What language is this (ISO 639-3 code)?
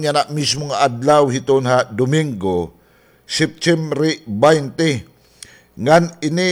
war